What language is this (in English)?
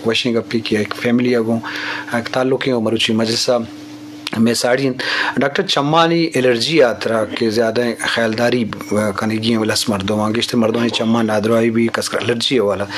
Eastern Balochi